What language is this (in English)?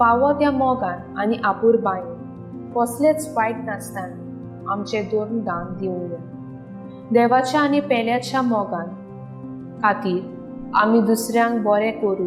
Konkani